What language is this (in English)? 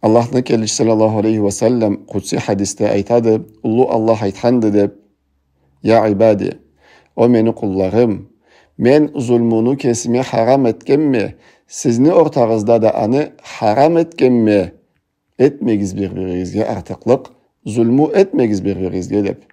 Karachay-Balkar